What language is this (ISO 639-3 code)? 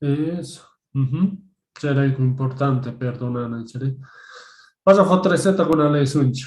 que